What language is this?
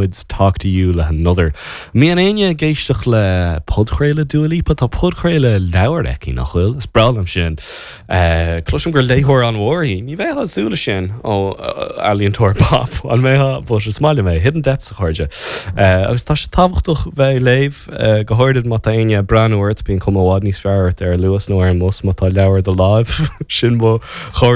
Irish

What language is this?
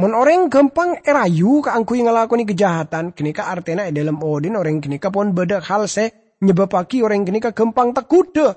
Madurese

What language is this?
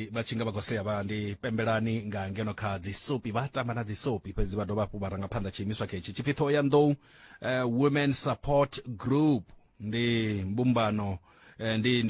Venda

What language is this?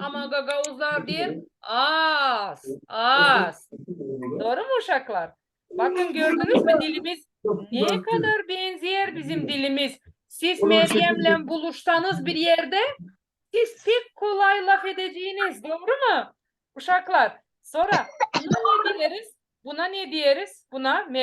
Gagauz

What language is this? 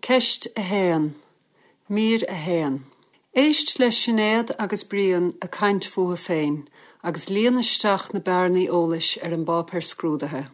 Irish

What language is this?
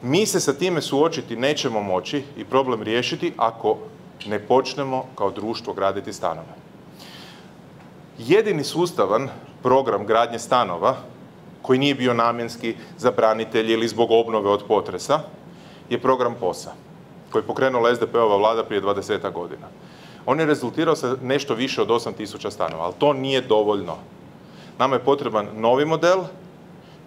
Croatian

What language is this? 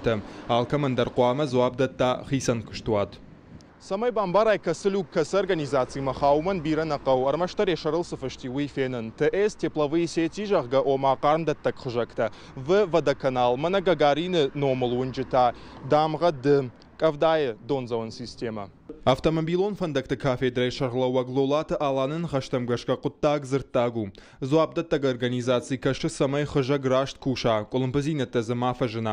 Ossetic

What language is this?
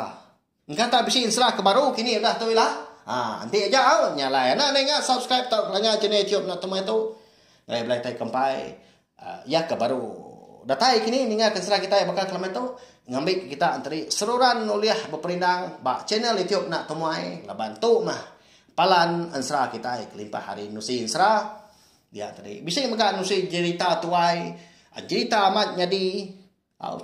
Iban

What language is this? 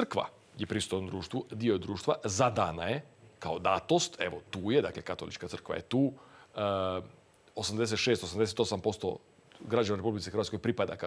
Croatian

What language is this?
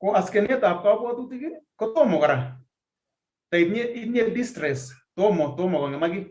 Kalenjin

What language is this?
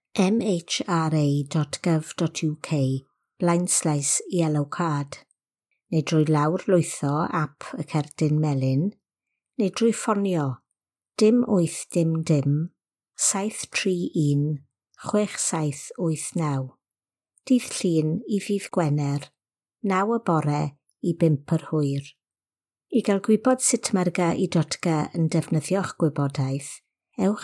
Welsh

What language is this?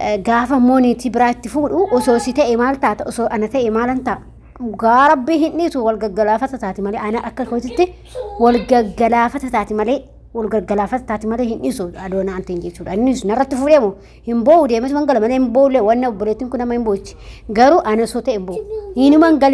Oromo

